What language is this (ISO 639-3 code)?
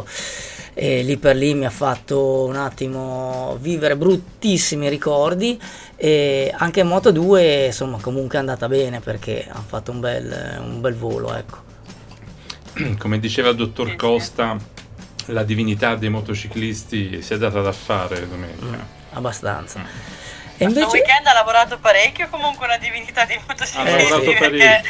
ita